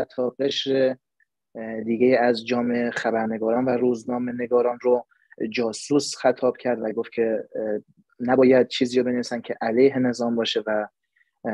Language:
Persian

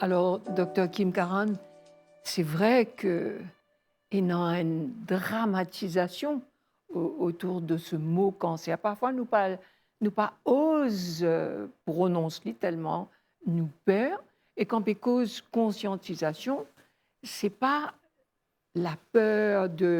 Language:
Morisyen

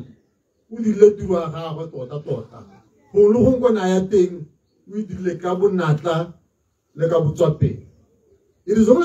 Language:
Tswana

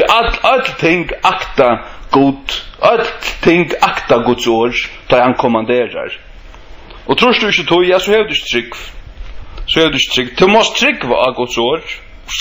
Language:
Faroese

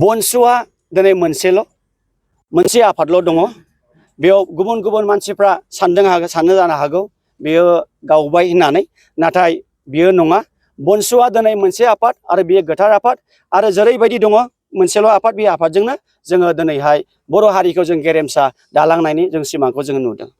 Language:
Bodo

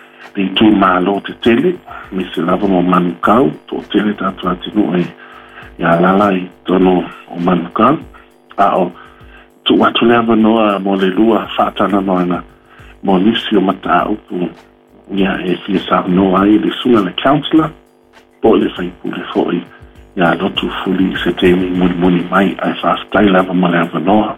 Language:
Samoan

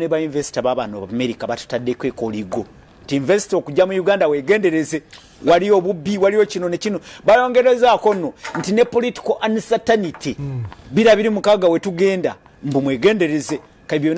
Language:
Ganda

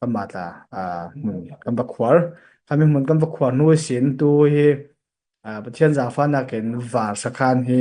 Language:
Falam Chin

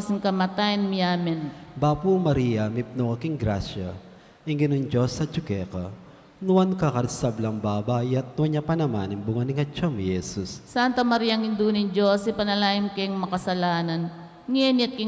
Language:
Pampanga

